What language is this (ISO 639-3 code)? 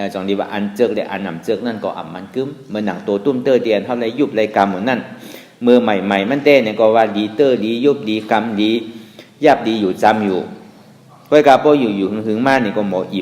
shn